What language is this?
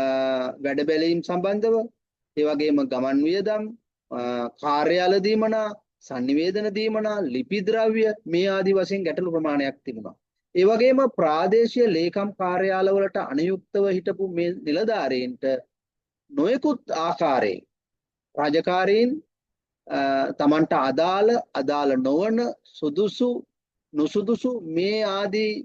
Sinhala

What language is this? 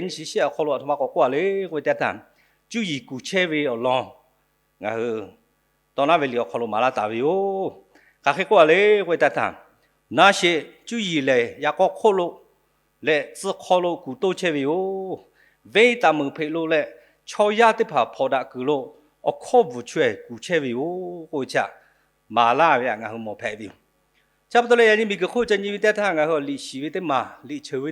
Lahu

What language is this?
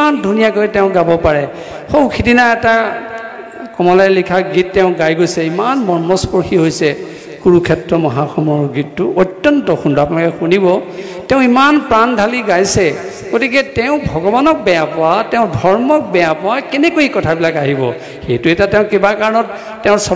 Assamese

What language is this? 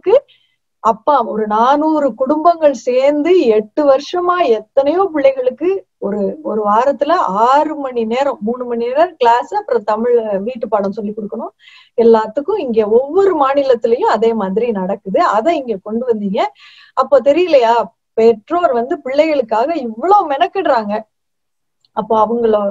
Tamil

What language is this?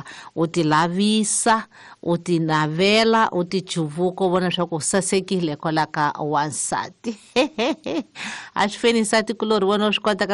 Tsonga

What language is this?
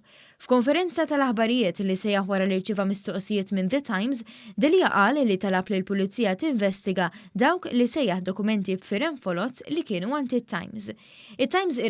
Maltese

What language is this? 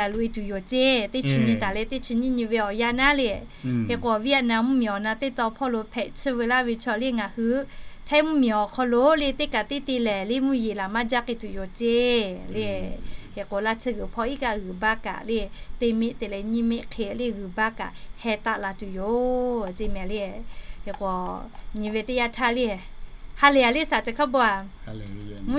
Lahu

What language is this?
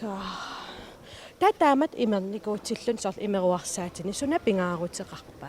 Kalaallisut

